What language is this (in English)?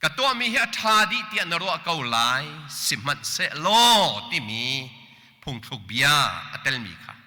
Hakha Chin